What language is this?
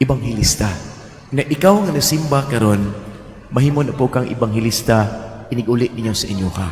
Cebuano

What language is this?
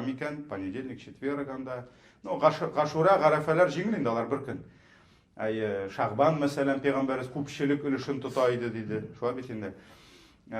Tatar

